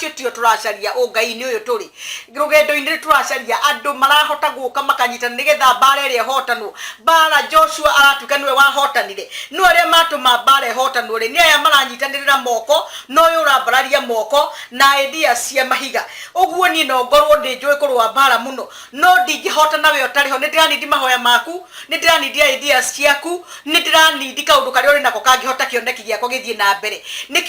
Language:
Kikuyu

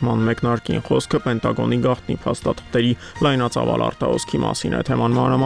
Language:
Armenian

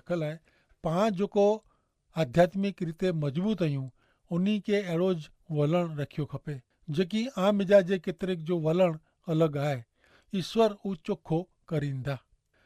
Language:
Kachhi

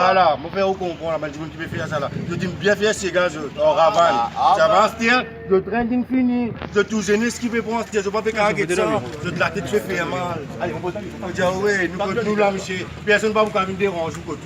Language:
Morisyen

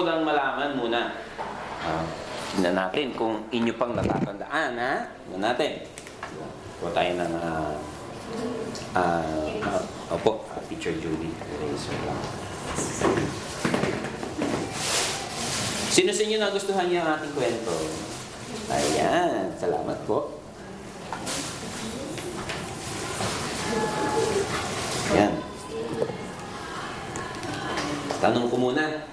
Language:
Filipino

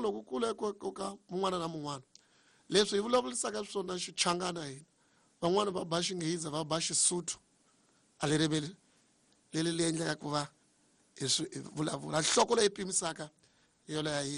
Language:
Tsonga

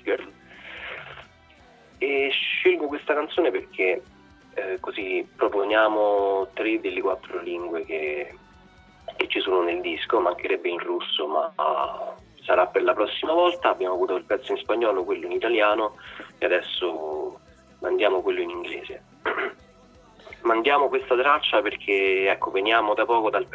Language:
Italian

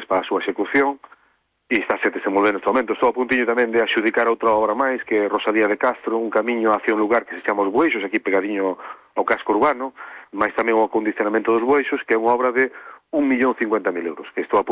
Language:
Galician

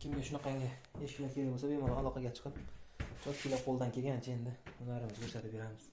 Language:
Uzbek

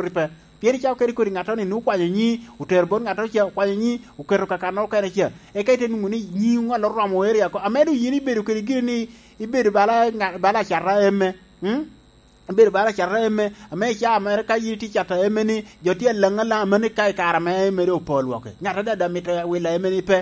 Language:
Lango (Uganda)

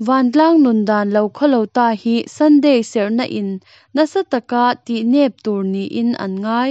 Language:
Mizo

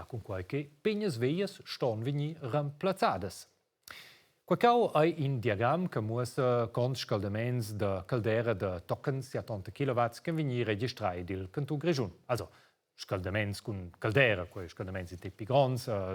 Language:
Romansh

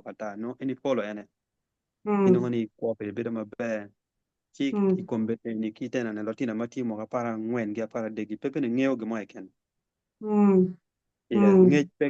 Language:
Acoli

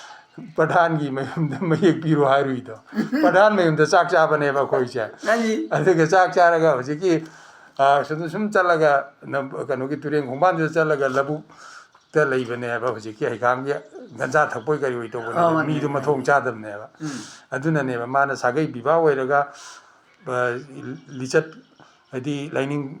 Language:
Manipuri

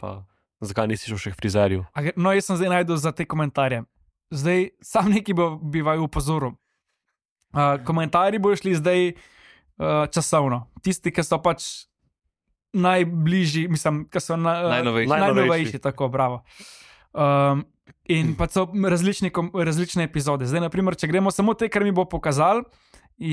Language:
Slovenian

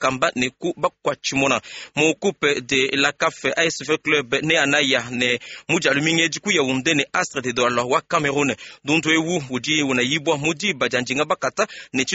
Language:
Luba-Lulua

